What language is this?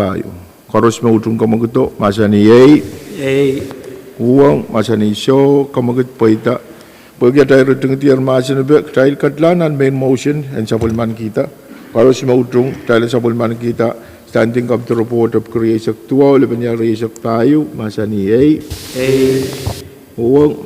Pohnpeian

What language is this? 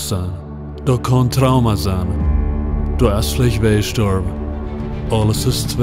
Plautdietsch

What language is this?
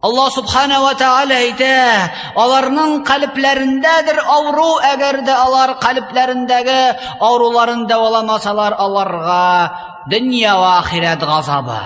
Tatar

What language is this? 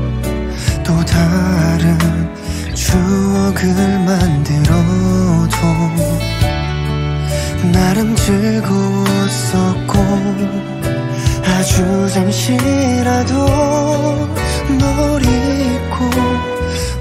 Korean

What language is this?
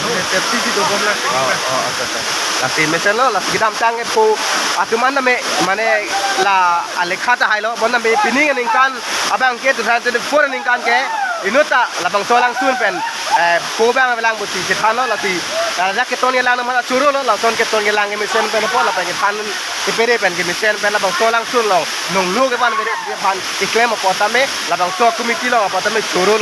Karbi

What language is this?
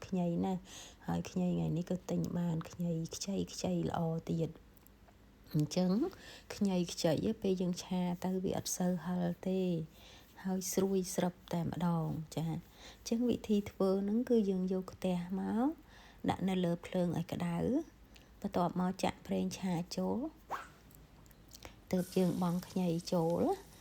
Khmer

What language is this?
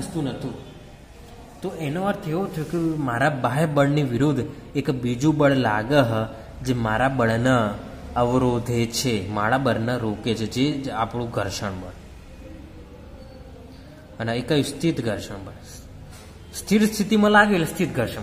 Gujarati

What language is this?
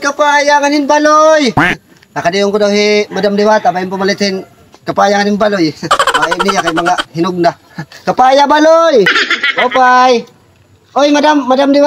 Waray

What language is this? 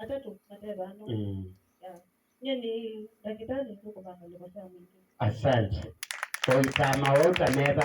Kamba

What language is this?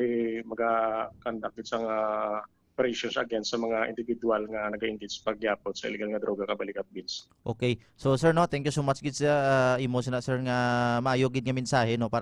Hiligaynon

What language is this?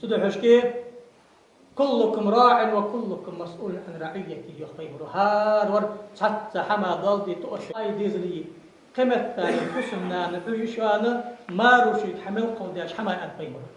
Ingush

